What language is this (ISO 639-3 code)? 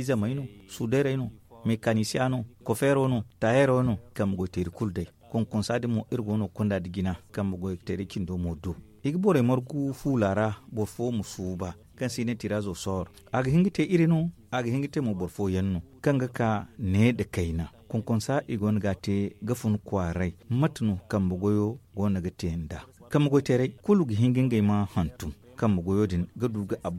dje